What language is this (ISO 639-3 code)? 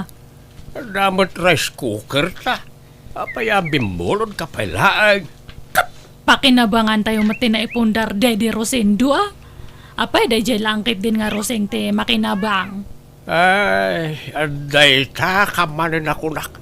ilo